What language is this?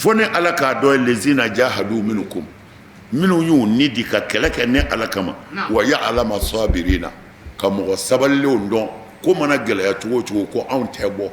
Bambara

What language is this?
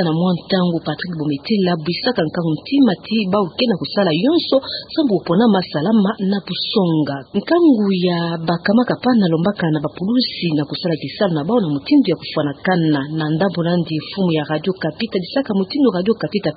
Kituba (Democratic Republic of Congo)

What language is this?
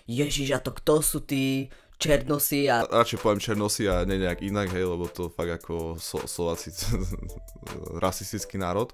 Slovak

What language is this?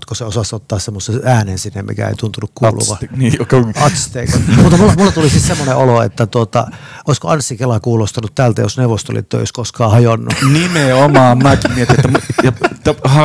Finnish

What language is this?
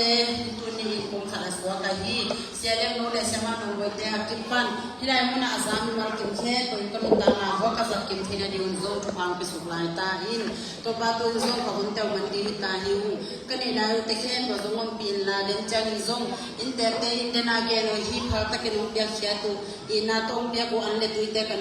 Tedim Chin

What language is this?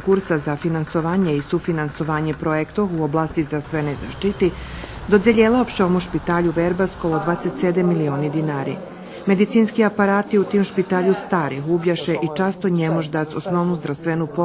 Rusyn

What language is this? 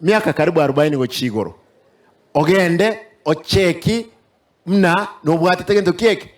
Gusii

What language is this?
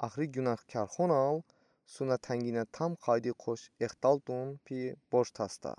Udi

